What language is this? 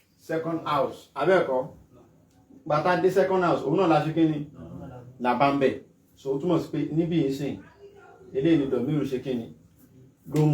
Yoruba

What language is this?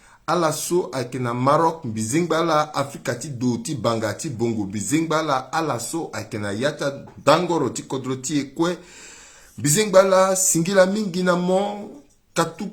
Sango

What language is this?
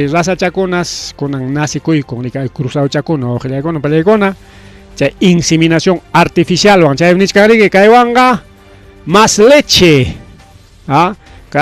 Ayacucho Quechua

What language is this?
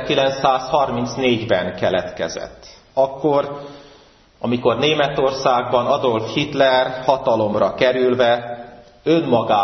Hungarian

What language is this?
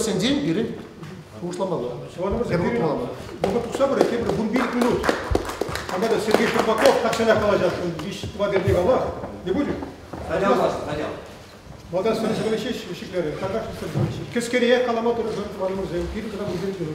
Chuvash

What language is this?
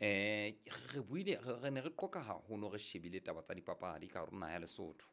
Southern Sotho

